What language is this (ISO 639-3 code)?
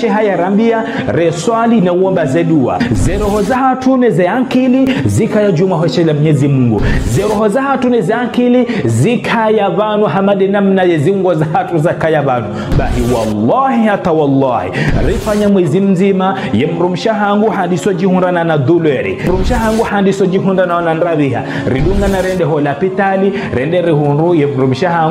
zdj